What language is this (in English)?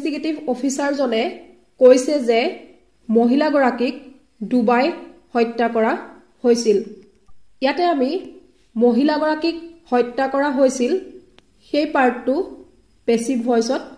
Assamese